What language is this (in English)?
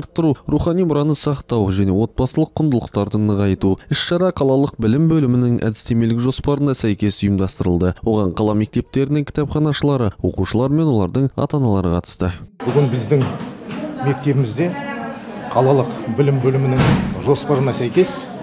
Kazakh